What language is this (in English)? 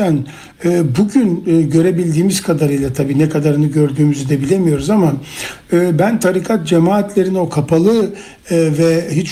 Turkish